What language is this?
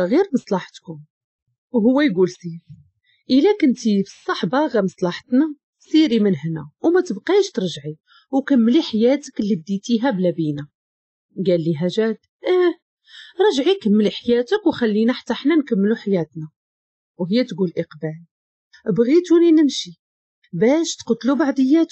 Moroccan Arabic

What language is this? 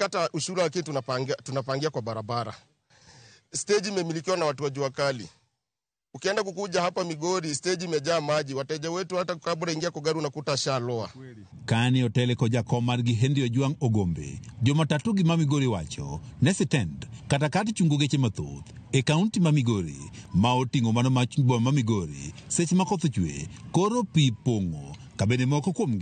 Luo (Kenya and Tanzania)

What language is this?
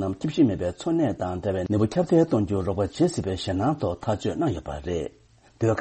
Tibetan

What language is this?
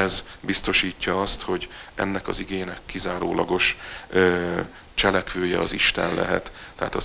Hungarian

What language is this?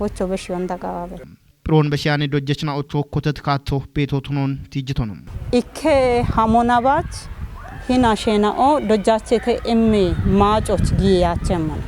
Kafa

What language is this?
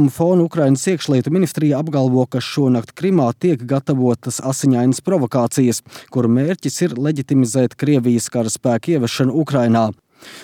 Latvian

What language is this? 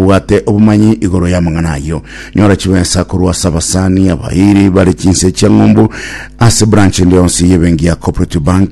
Gusii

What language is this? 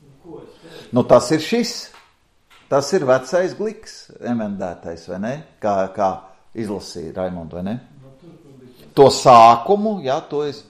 Latvian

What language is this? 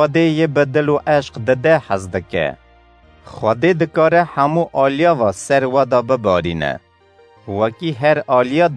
Kurdish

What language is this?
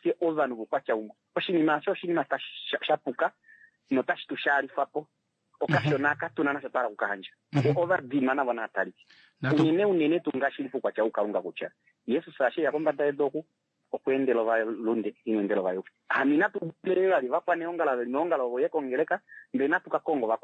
Kuanyama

